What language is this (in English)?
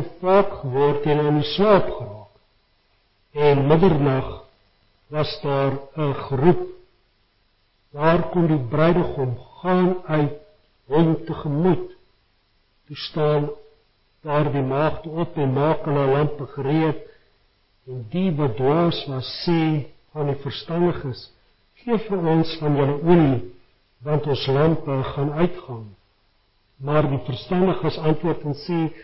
Afrikaans